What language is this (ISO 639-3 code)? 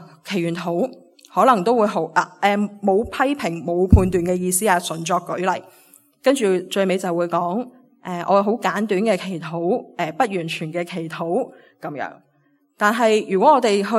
yue